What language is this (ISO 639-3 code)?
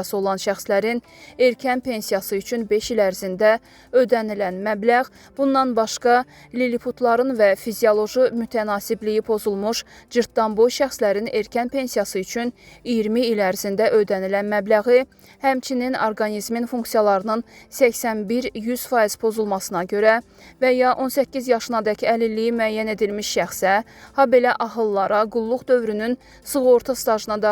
aze